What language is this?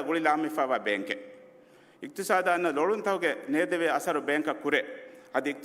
Divehi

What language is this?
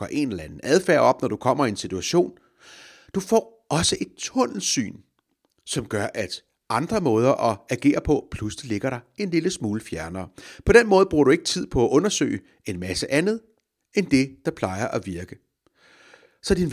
Danish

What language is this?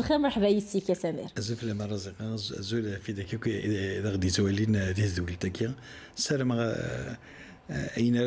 Kabyle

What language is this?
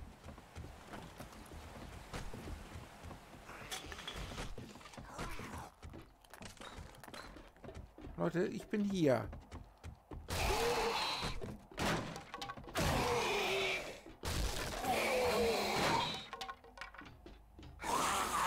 German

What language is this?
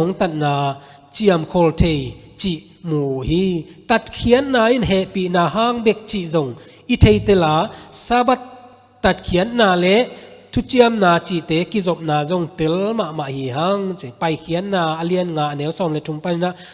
Tedim Chin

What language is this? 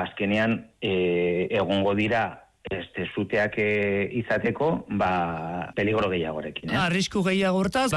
Basque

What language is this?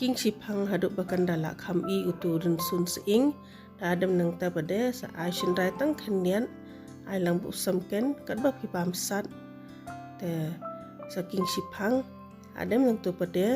Khasi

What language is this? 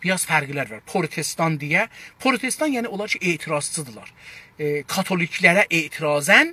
South Azerbaijani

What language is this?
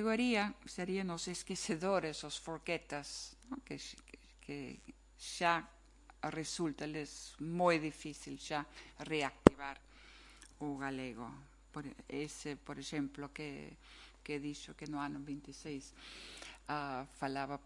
Galician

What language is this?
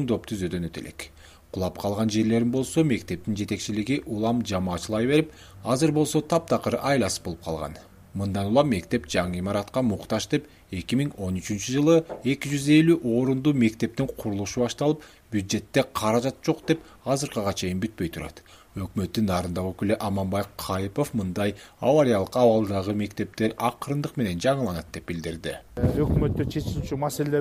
Kyrgyz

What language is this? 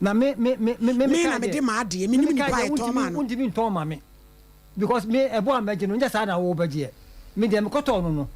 Akan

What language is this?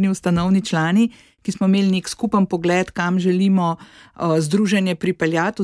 Slovenian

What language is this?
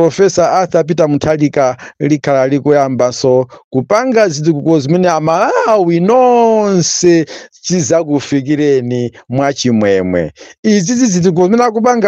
Nyanja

